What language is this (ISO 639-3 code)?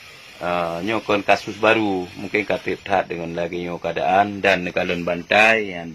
ace